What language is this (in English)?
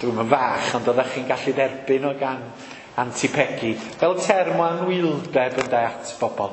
Welsh